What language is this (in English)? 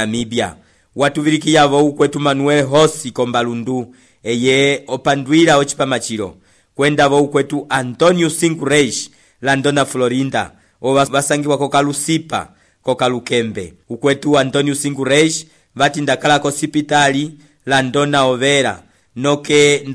Umbundu